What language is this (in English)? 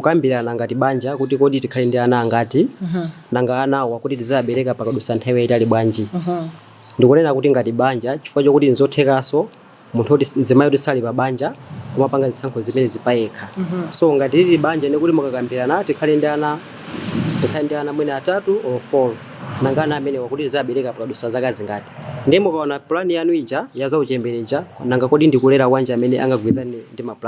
Nyanja